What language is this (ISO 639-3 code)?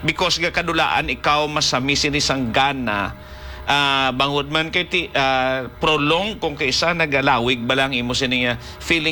hil